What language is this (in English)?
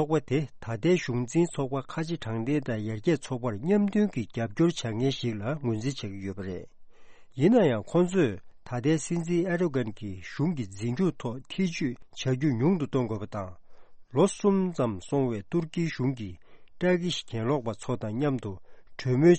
Tibetan